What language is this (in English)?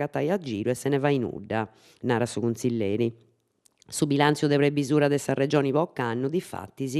Sardinian